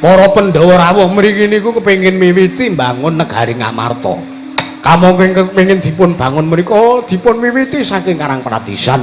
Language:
Javanese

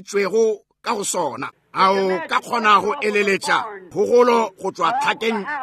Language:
Northern Sotho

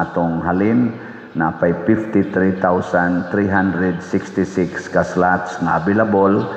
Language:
Cebuano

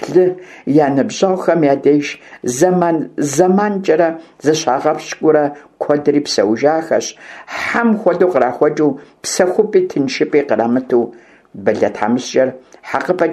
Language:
Kabardian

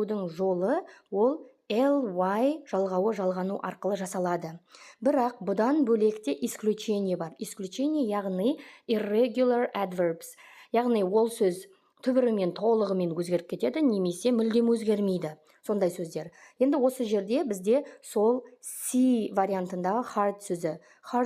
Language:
Kazakh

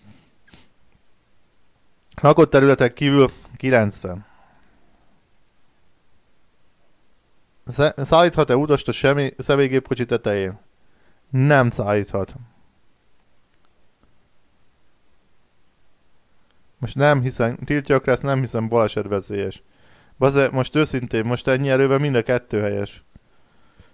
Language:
Hungarian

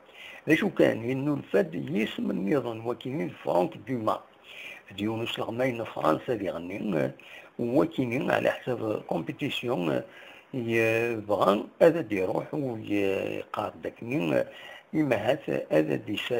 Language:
Kabyle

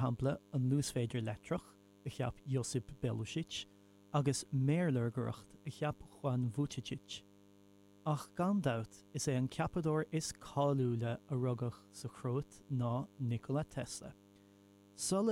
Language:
Irish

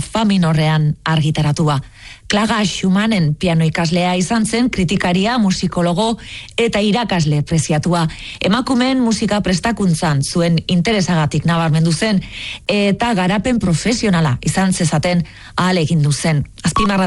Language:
Basque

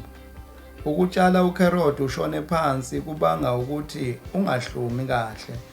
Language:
Zulu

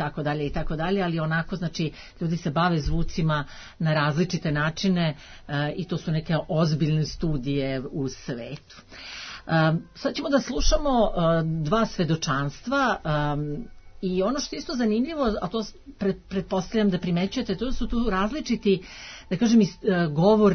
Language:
Serbian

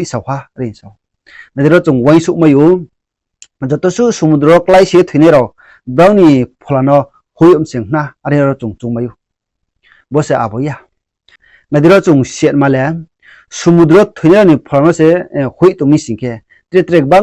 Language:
Riang (India)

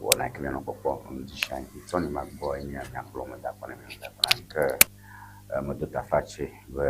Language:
Ewe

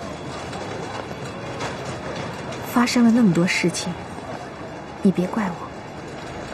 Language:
Chinese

